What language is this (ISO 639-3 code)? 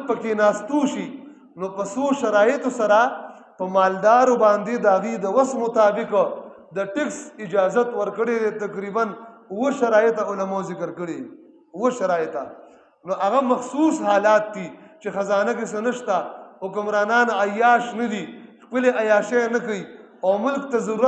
pus